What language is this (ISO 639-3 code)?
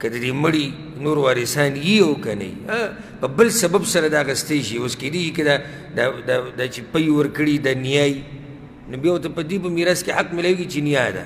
pus